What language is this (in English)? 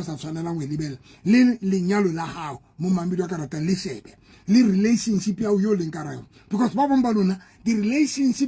Southern Sotho